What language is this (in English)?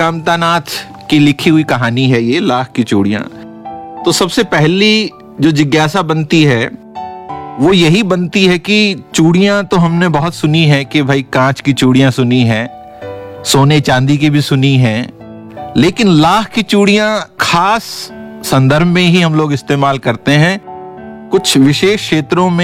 Hindi